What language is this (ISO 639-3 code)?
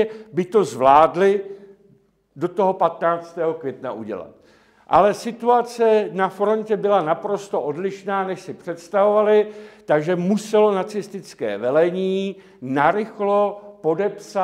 ces